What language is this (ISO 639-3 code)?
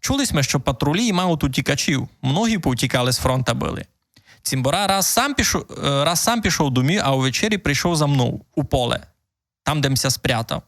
rue